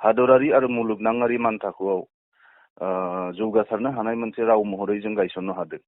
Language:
Bodo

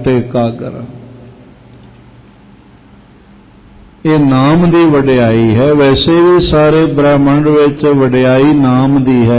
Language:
Punjabi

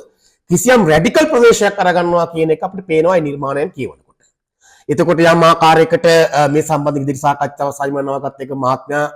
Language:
Sinhala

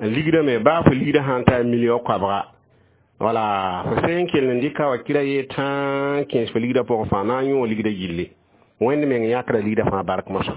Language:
Mossi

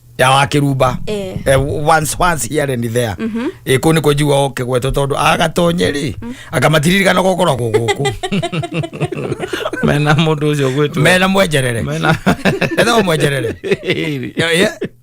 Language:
Kikuyu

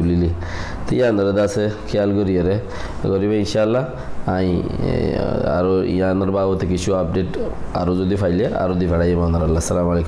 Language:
Rohingya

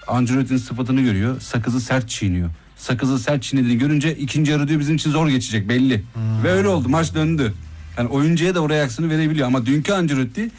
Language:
Turkish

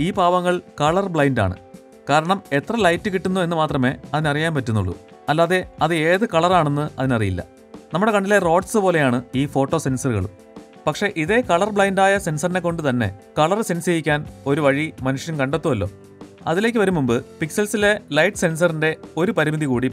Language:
Malayalam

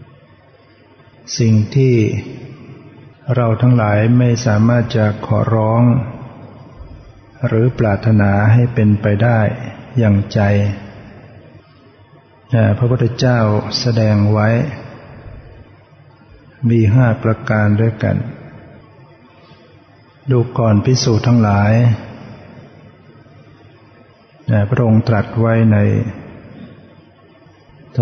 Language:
Thai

